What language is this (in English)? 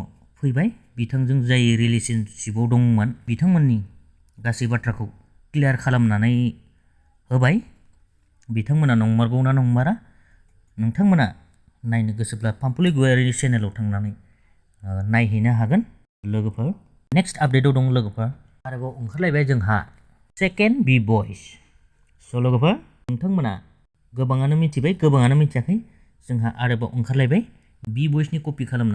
Bodo